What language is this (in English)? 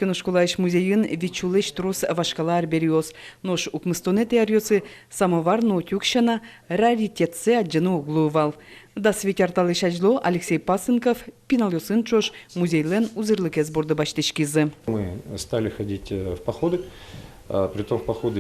Udmurt